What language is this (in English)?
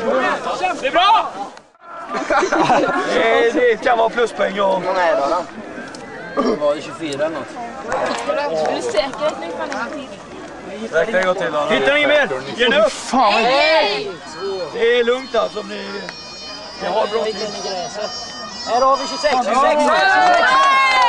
Swedish